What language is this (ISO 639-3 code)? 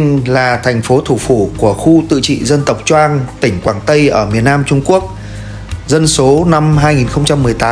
vie